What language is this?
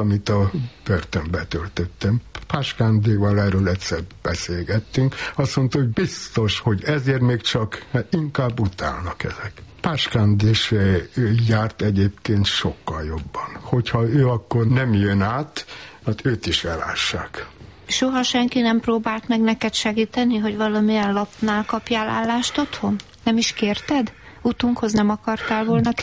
Hungarian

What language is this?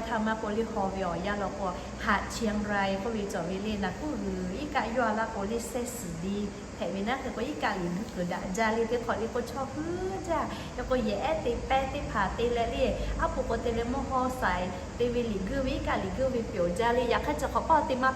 Lahu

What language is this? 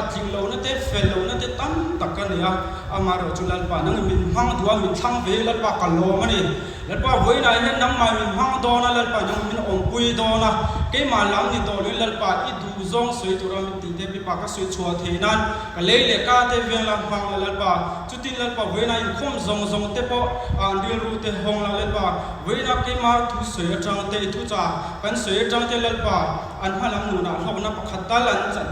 Mizo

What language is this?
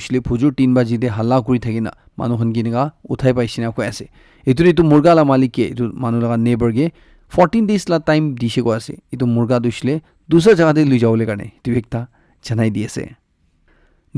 Naga Pidgin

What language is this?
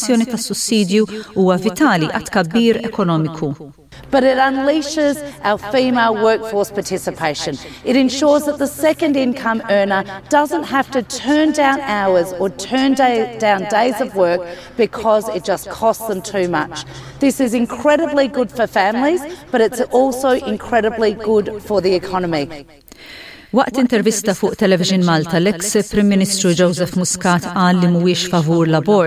Maltese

